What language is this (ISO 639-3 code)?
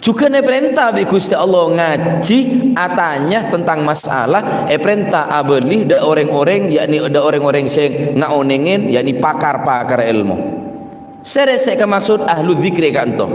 mad